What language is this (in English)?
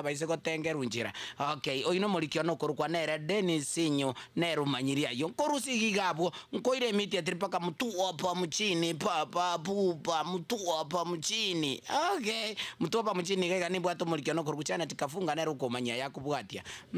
Gusii